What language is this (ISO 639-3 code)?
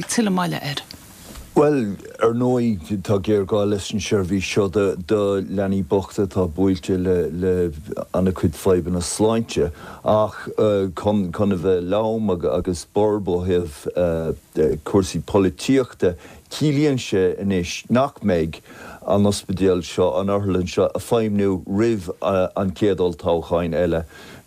gle